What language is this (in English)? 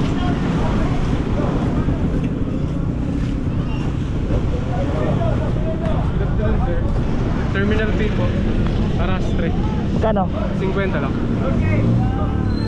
Filipino